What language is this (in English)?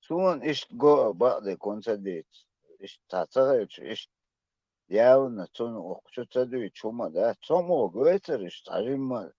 Chechen